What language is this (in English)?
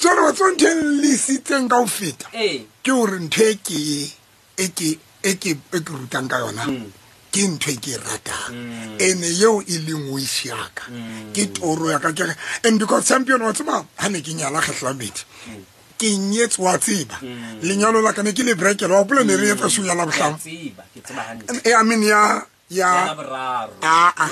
Southern Sotho